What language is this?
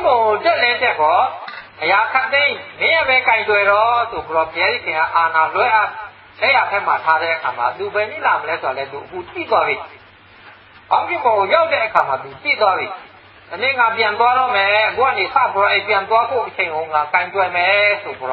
Burmese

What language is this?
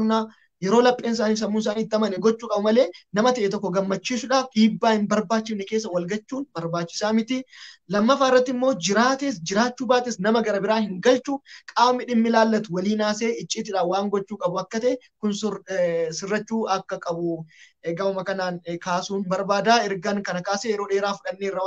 Oromo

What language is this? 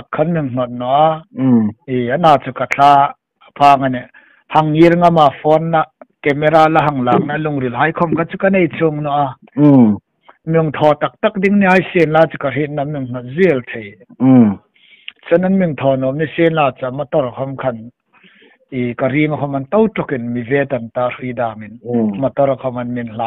Hmar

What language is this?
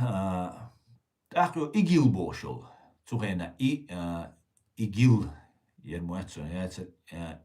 Chechen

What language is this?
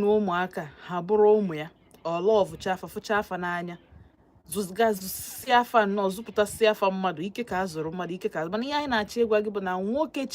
Igbo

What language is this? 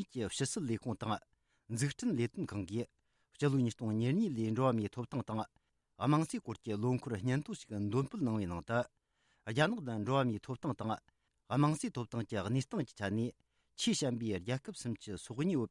Tibetan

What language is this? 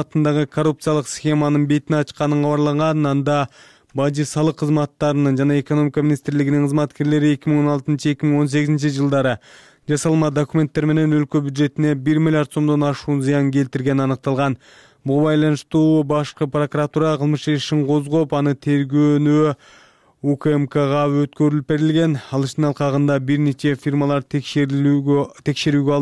Kyrgyz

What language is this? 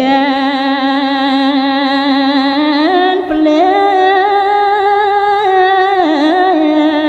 Balinese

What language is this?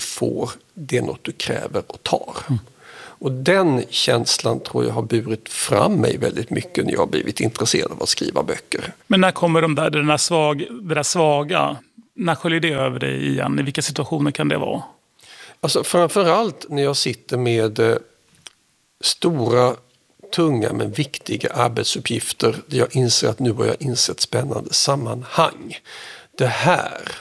Swedish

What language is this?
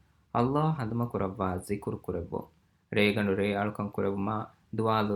Divehi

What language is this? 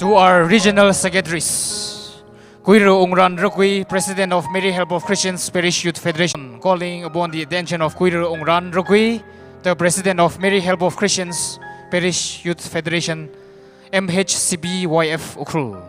Tangkhul Naga (India)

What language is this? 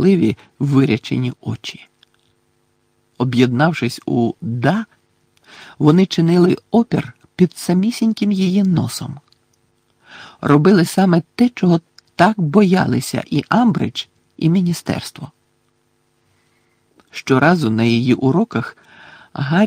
Ukrainian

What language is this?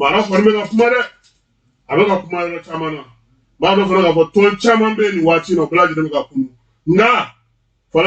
Bambara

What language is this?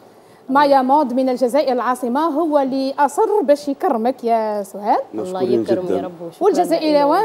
Algerian Arabic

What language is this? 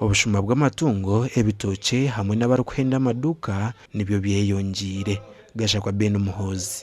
Nyankole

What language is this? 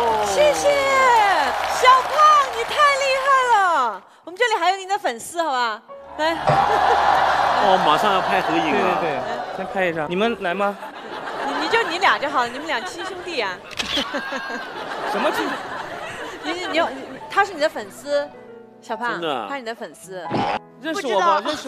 Chinese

